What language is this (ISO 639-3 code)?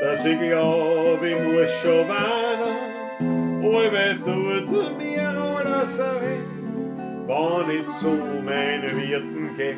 bar